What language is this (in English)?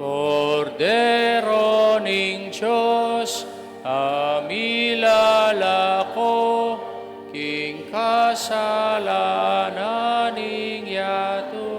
Pampanga